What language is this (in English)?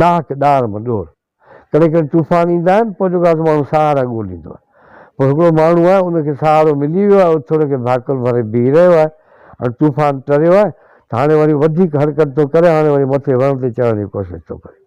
Sindhi